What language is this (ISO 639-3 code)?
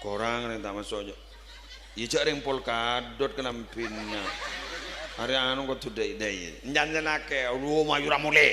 mad